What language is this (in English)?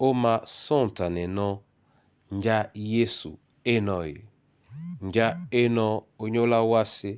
Duala